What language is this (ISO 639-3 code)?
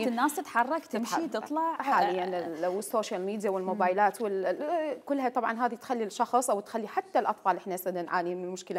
acm